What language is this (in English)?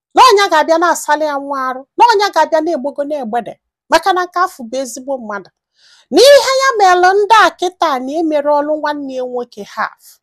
Igbo